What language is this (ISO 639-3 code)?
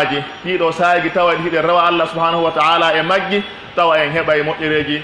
fuf